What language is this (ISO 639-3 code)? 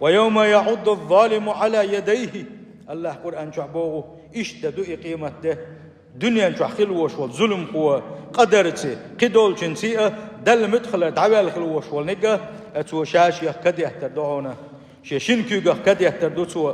che